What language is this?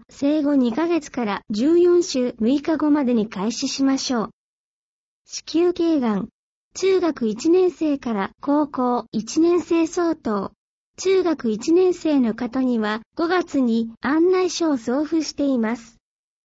Japanese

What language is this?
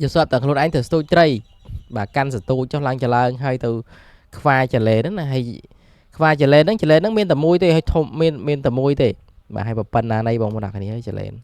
Khmer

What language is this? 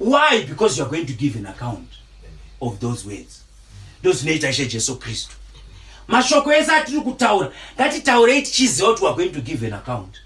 Shona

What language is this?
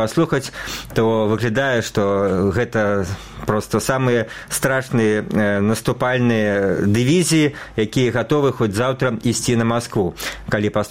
Belarusian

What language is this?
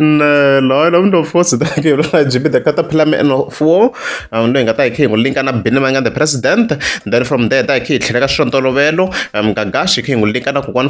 Tsonga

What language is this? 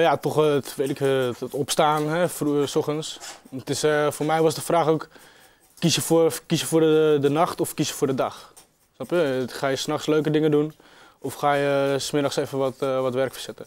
Western Frisian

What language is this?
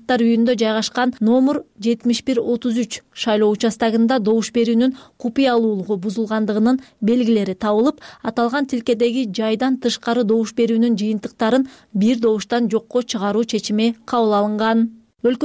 Kyrgyz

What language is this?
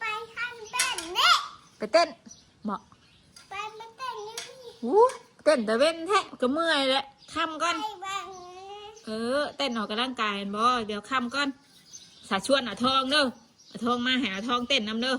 Northeastern Thai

